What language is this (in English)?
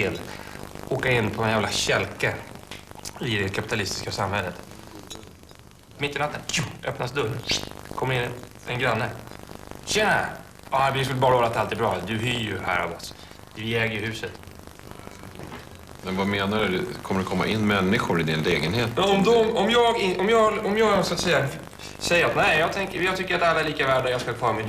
Swedish